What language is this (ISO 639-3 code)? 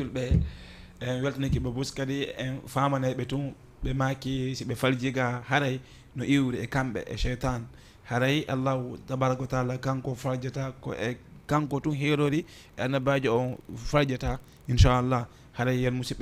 ful